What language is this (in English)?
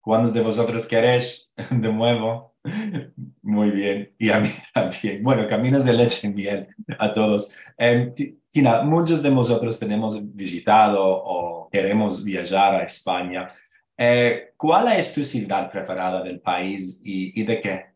Ladino